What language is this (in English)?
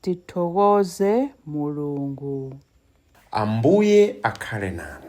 Nyanja